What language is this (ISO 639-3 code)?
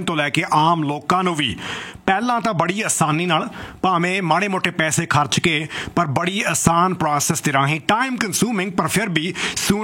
pan